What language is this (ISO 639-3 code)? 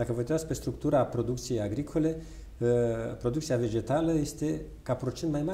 ron